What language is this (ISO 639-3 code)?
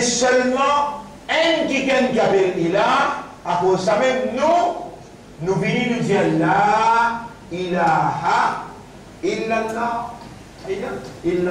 mfe